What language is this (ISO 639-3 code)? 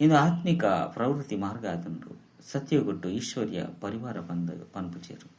tcy